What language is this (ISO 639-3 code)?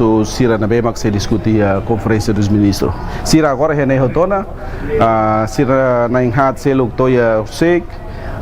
tet